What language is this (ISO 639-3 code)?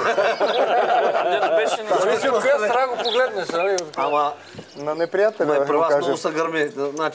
bul